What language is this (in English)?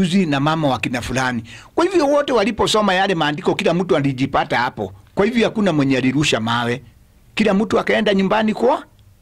Swahili